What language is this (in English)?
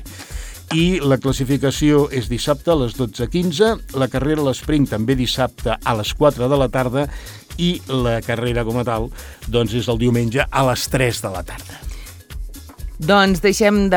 Catalan